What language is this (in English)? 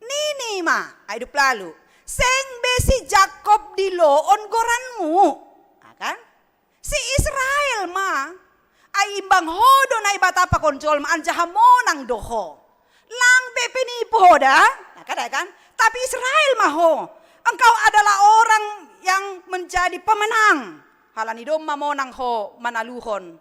Batak Simalungun